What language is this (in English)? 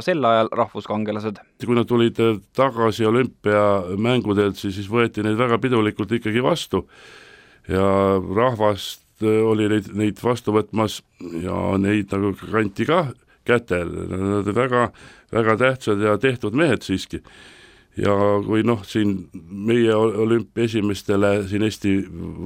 Estonian